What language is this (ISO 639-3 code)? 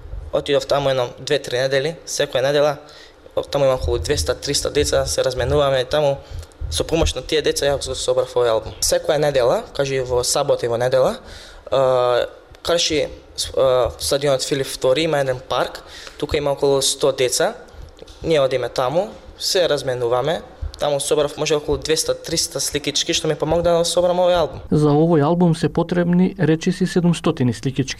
mkd